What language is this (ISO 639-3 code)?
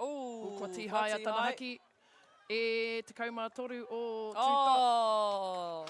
mri